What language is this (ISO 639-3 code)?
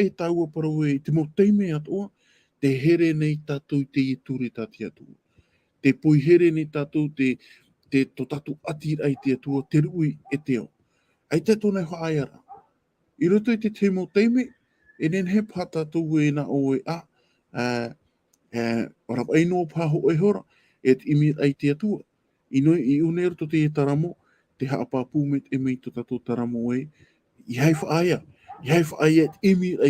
tah